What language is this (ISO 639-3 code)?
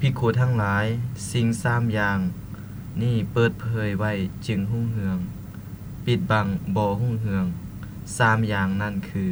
lao